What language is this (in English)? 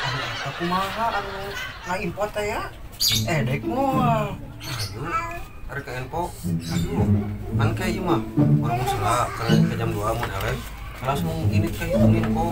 Sundanese